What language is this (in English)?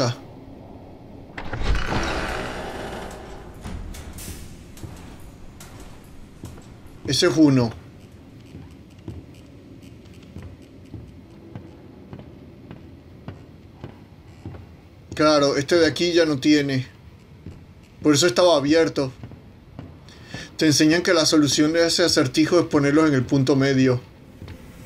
Spanish